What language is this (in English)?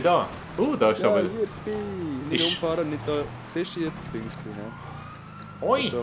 Swiss German